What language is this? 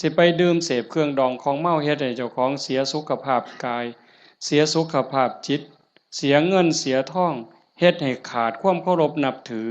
Northeastern Thai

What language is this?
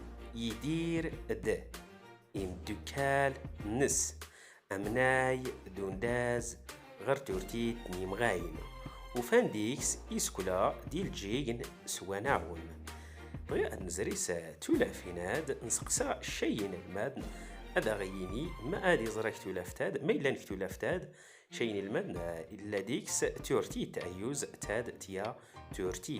Standard Moroccan Tamazight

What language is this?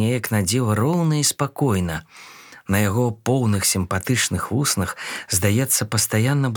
Belarusian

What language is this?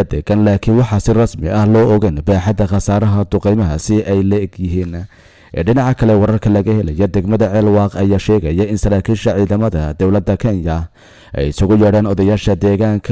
Somali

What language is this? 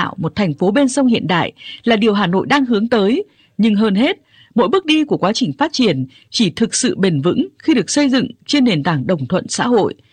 Vietnamese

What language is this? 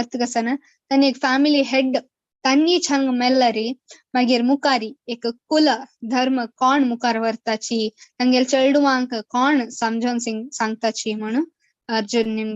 Konkani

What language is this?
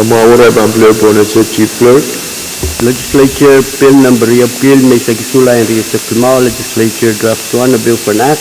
Pohnpeian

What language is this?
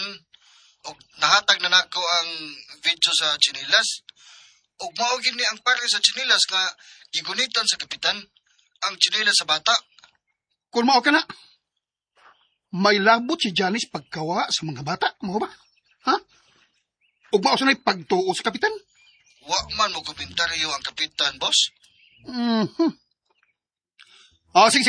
Cebuano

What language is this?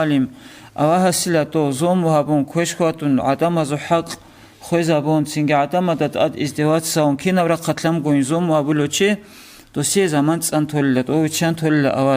Avaric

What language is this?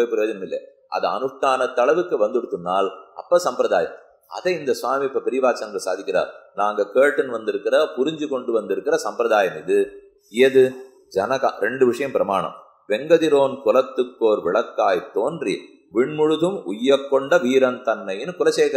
Tamil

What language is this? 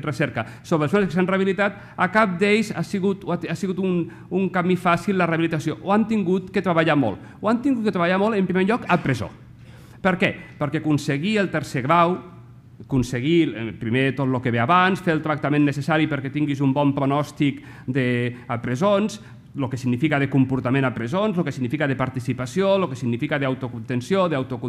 Catalan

